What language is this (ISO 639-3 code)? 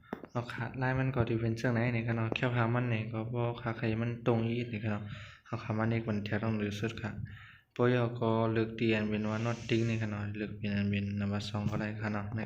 shn